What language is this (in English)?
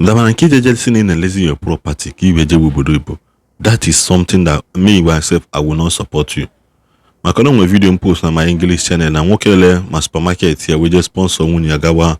Igbo